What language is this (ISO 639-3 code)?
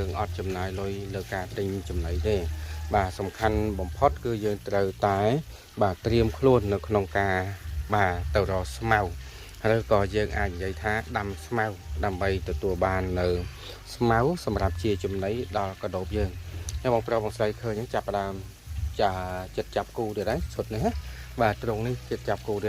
khm